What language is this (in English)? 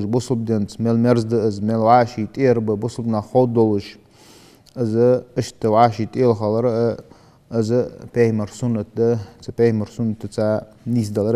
Ingush